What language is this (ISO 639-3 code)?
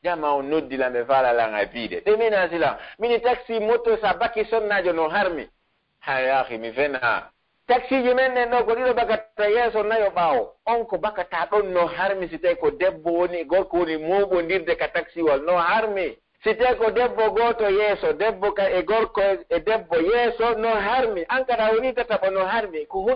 fuf